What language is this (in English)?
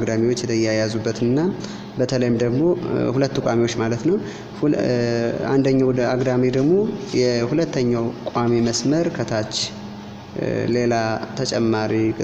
Amharic